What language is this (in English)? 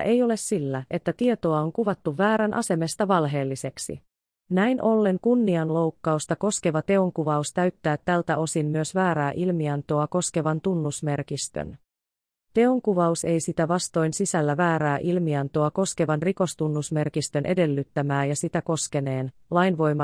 Finnish